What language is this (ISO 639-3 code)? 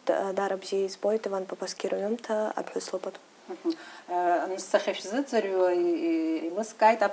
abk